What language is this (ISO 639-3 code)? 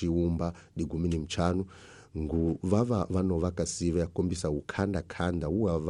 tso